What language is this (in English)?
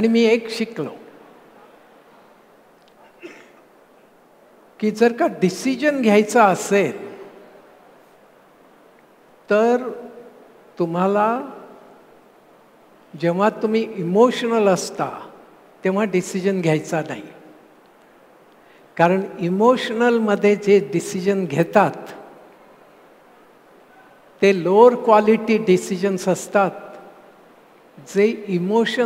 Marathi